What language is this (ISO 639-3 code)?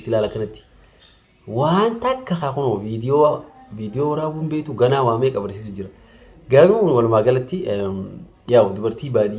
orm